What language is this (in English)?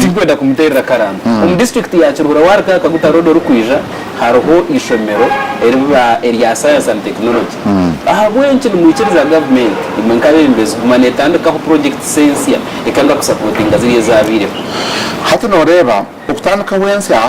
Nyankole